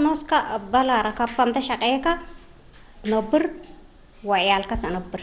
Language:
Tigre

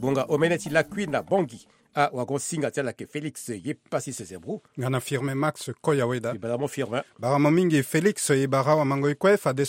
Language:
Sango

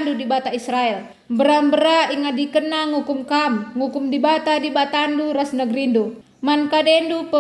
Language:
Batak Karo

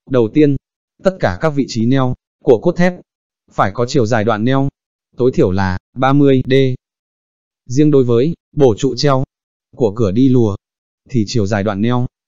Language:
Vietnamese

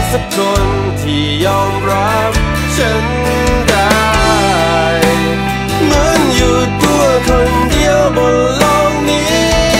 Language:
Thai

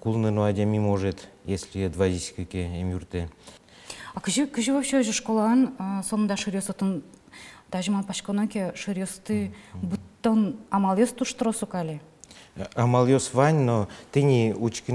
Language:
Udmurt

